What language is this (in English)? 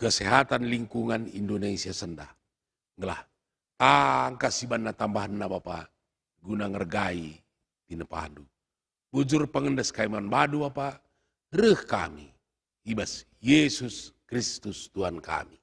Batak Karo